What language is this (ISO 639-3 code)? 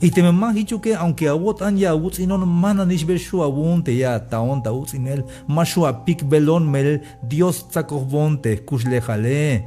tzh